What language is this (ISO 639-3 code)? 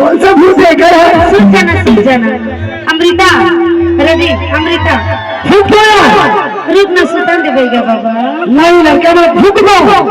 hne